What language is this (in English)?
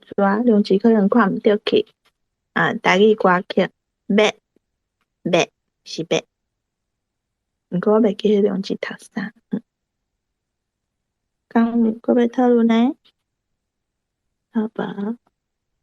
Min Nan Chinese